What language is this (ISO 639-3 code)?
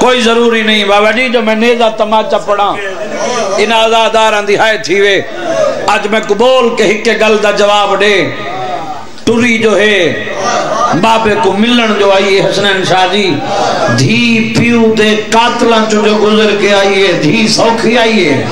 skr